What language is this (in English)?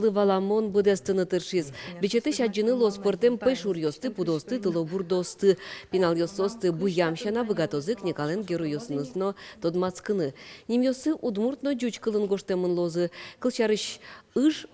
Udmurt